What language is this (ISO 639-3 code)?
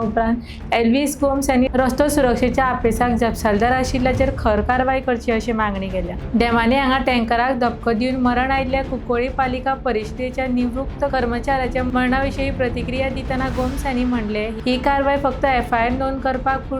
kok